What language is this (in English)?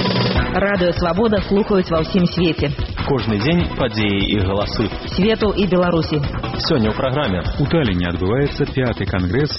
Belarusian